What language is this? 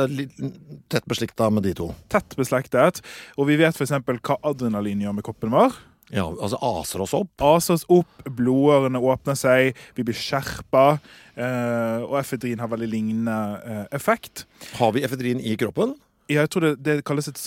Norwegian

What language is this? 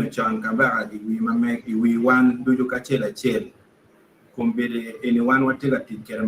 Acoli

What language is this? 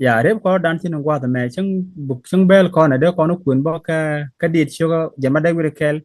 Nuer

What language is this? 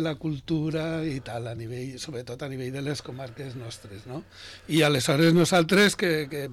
Catalan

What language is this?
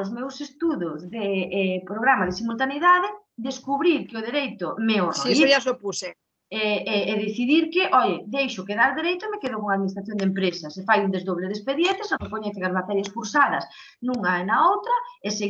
Galician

